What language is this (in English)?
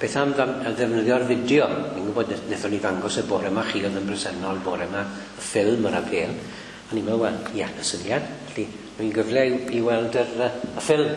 Welsh